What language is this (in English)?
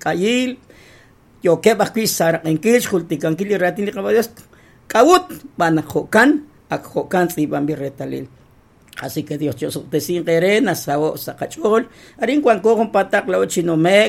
Kekchí